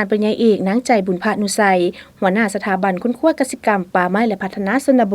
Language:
Lao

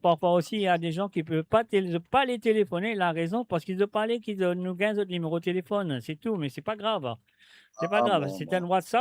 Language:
Morisyen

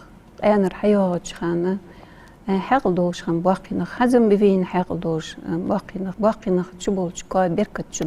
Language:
Ingush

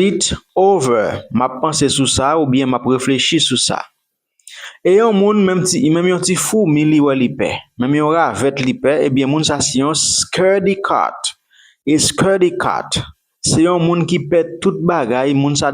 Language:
Haitian Creole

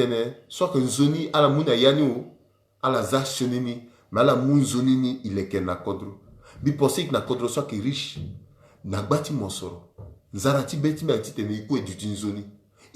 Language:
Sango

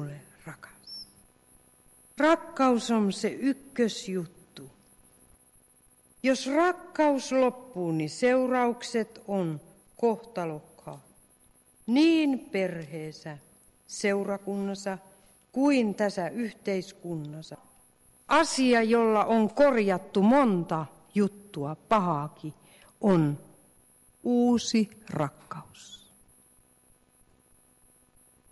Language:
Finnish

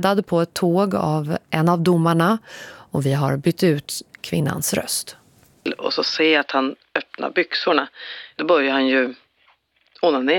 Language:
Swedish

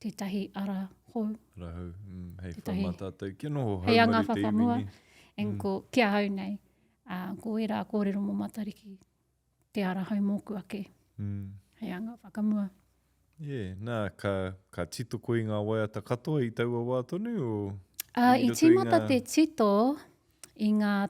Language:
Māori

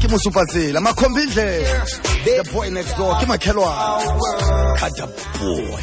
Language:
Southern Sotho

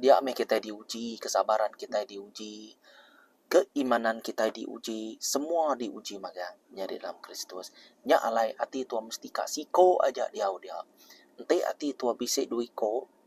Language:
Iban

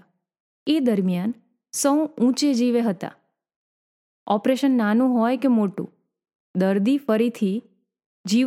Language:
Gujarati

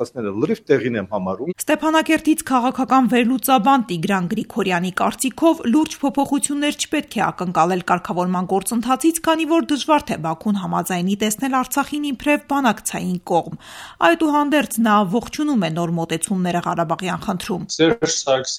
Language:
Armenian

